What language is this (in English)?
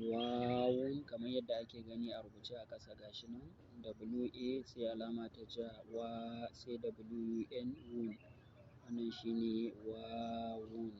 Hausa